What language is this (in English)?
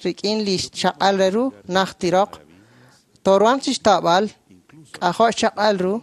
Kekchí